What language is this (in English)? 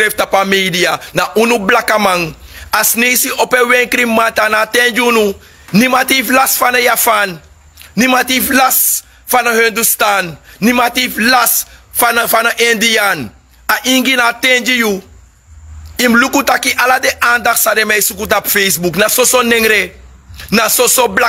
Sranan Tongo